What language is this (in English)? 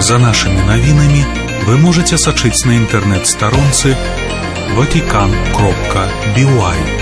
Belarusian